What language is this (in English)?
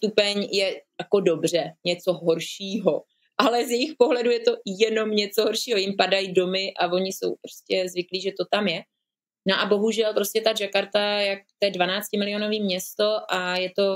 Czech